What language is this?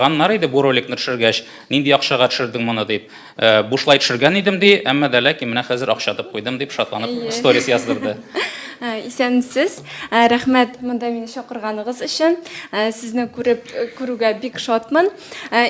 Tatar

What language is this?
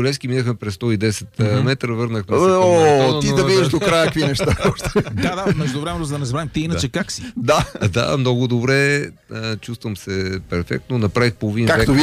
Bulgarian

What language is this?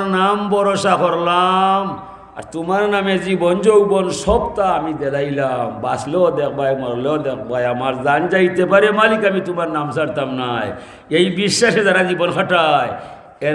Sylheti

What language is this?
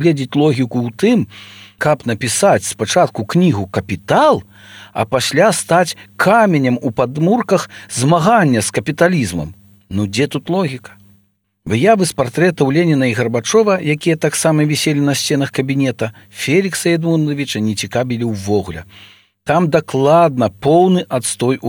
Belarusian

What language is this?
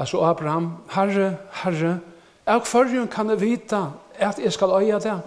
Faroese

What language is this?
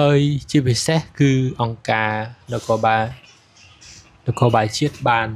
Khmer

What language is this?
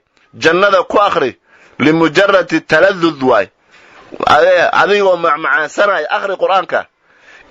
Somali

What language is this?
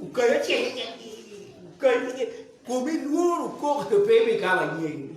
Acoli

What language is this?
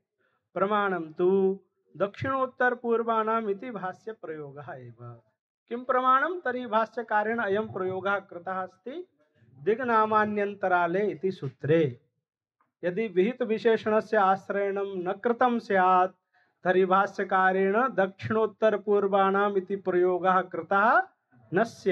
Sanskrit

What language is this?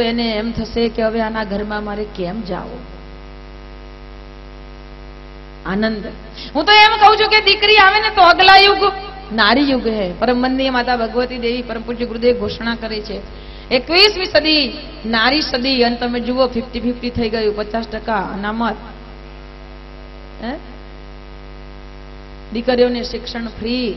Gujarati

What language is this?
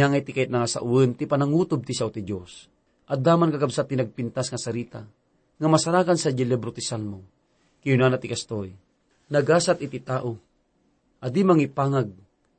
Iloko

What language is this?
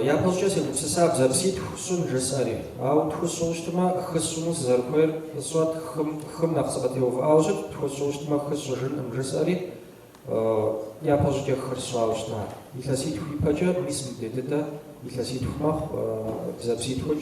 Kabardian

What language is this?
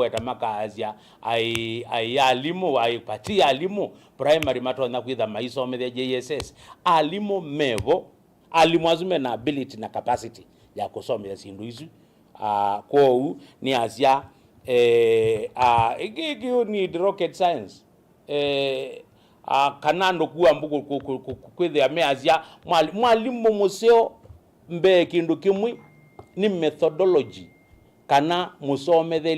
Kamba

